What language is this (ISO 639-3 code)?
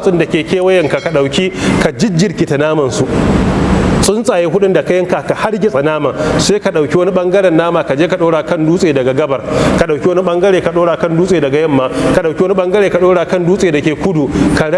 hau